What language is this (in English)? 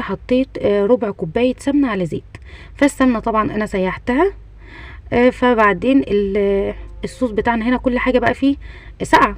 Egyptian Arabic